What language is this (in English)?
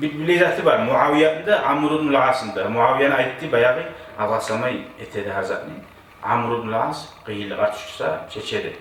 Kumyk